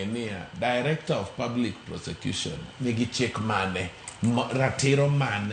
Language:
Luo (Kenya and Tanzania)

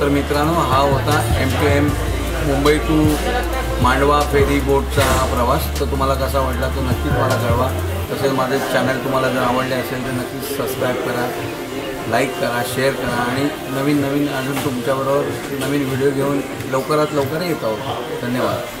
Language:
Marathi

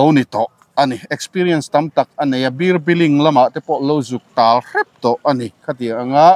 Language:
Mizo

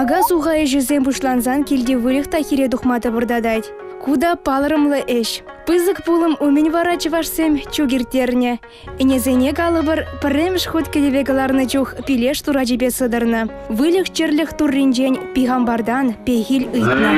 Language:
Chuvash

